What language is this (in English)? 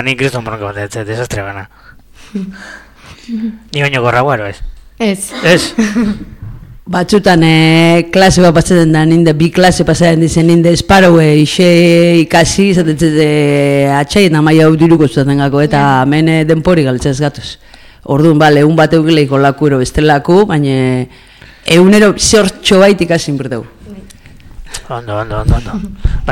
Basque